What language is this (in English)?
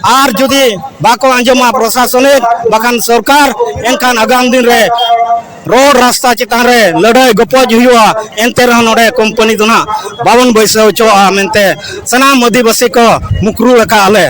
Santali